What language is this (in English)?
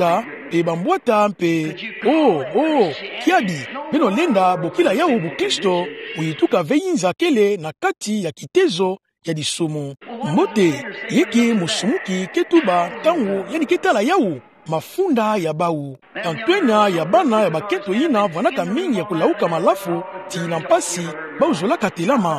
Kituba (Democratic Republic of Congo)